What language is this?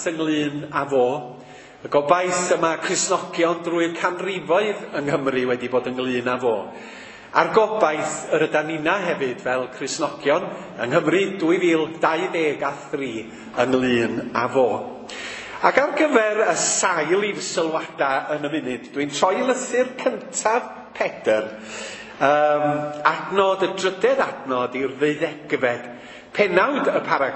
Welsh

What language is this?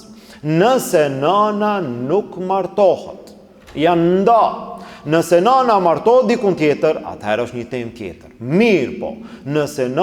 Albanian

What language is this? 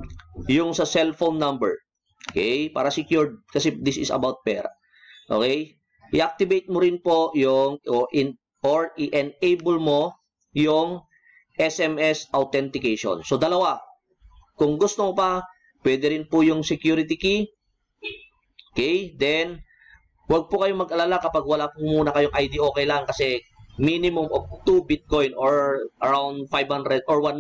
Filipino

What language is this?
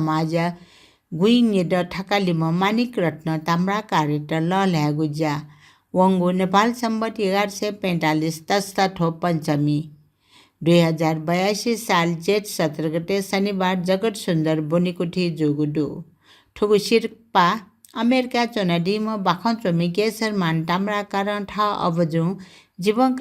Newari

